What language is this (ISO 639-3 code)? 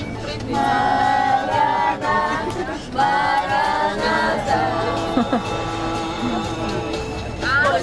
bul